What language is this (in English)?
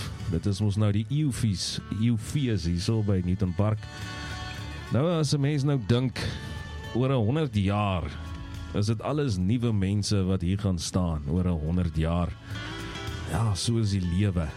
Afrikaans